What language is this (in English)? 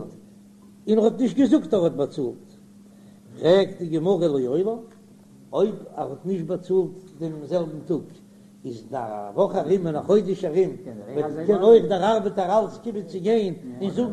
Yiddish